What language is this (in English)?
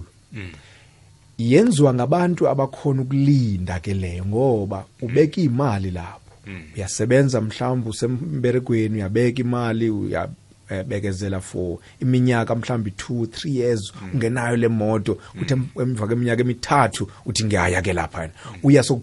South Ndebele